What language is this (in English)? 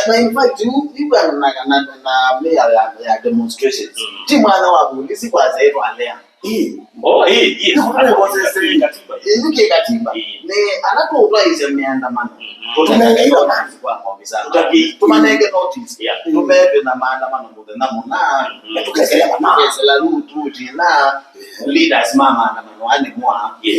Kamba